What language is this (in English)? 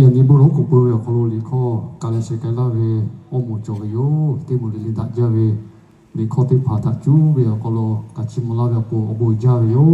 Lahu